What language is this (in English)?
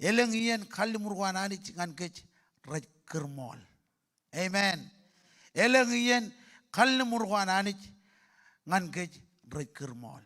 Marshallese